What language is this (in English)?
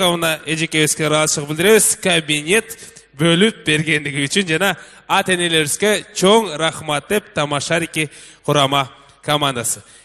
Kyrgyz